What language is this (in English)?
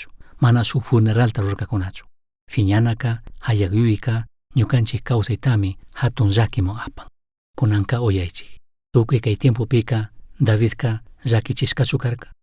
Chimborazo Highland Quichua